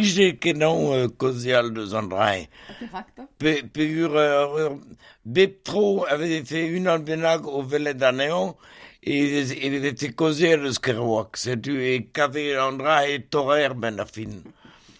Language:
Breton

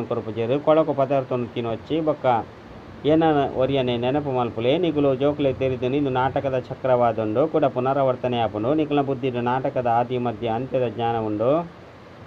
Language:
Tulu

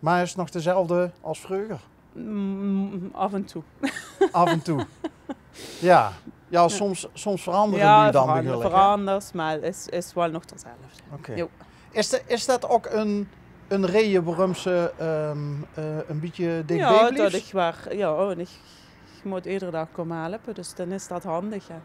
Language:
Limburgish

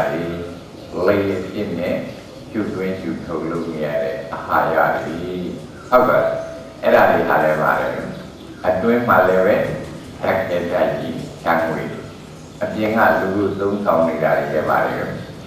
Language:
Burmese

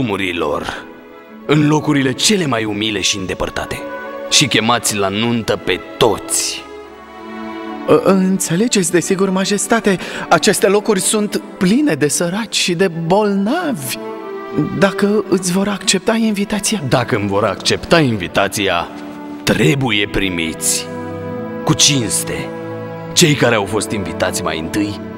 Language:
Romanian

